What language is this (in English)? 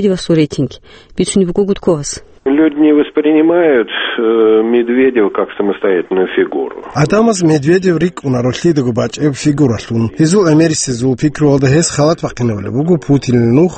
Avaric